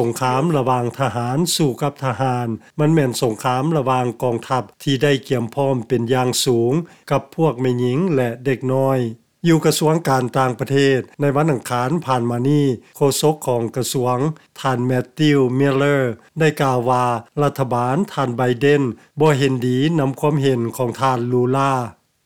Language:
Lao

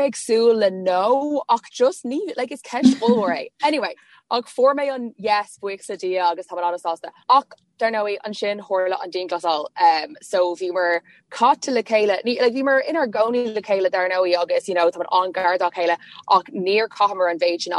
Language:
Irish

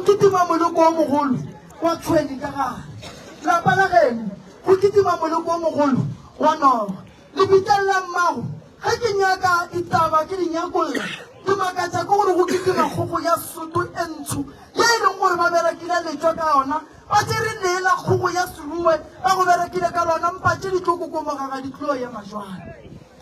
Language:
Northern Sotho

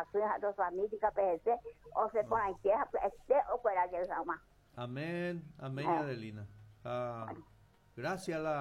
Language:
Guarani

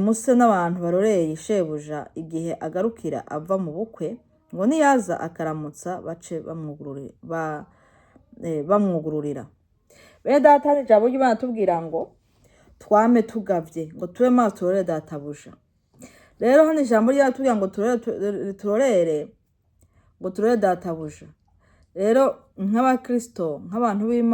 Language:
Rundi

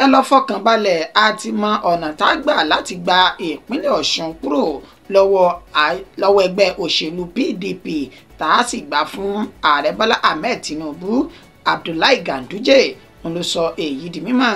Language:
Yoruba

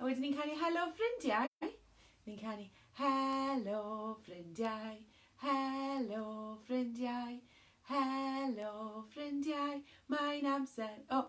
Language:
Welsh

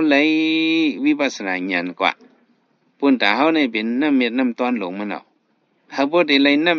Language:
Shan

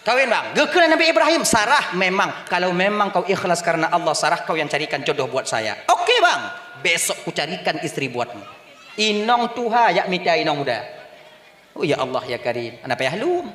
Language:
Achinese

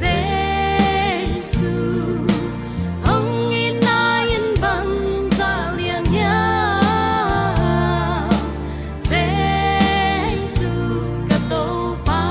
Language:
Tedim Chin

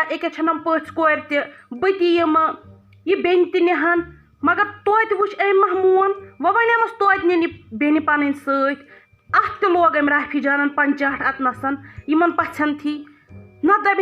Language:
Kashmiri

